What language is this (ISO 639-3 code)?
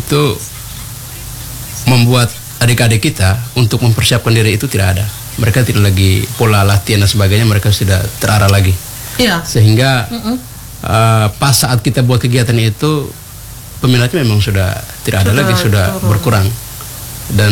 ind